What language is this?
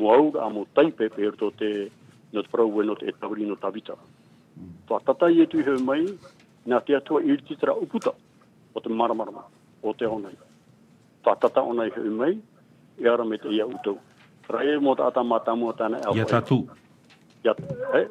Tahitian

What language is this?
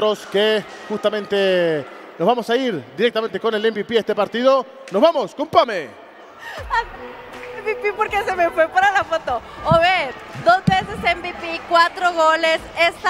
Spanish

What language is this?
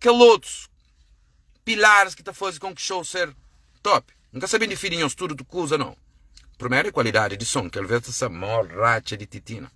Kabuverdianu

